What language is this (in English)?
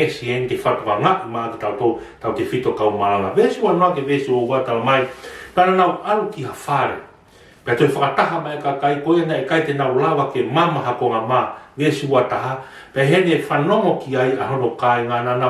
Tongan